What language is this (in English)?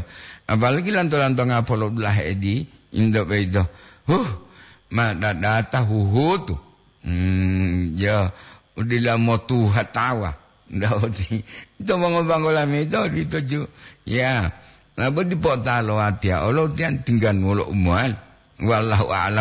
Gorontalo